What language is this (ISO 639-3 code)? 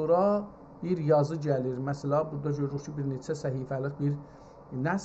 azb